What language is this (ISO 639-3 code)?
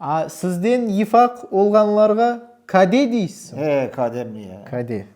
crh